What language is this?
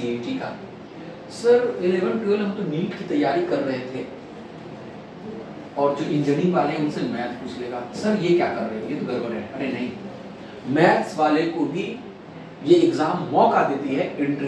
Hindi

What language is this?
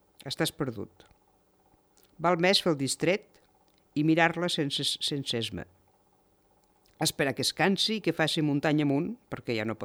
Catalan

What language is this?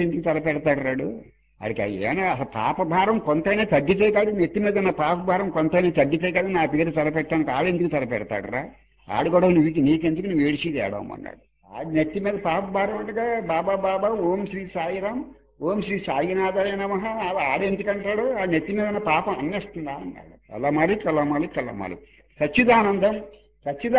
Telugu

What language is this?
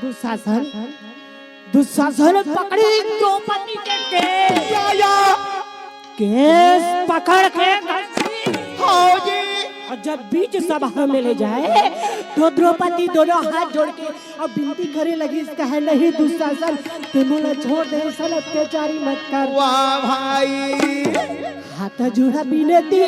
Chhattisgarhi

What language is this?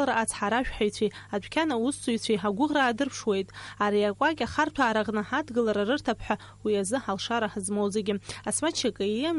Abkhazian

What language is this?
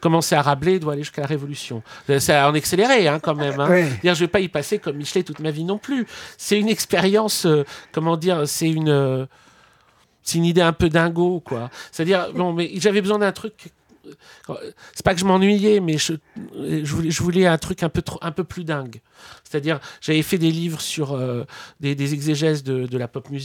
French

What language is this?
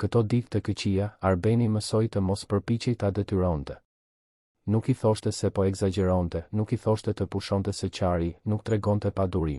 Albanian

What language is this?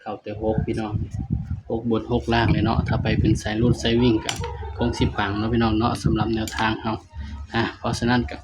Northeastern Thai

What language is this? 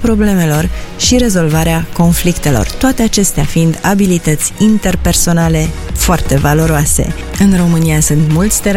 Romanian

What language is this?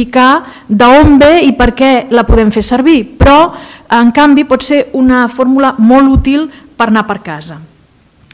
Catalan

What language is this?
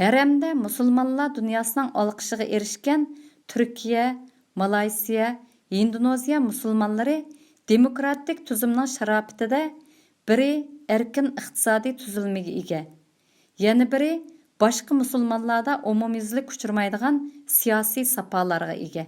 Uyghur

